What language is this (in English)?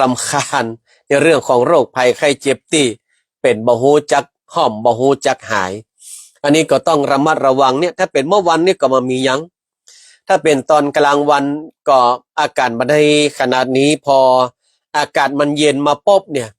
Northern Thai